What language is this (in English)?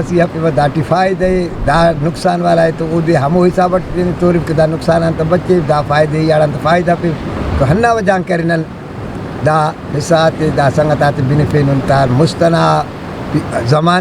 Brahui